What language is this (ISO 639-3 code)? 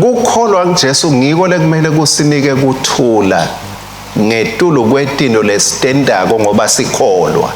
ssw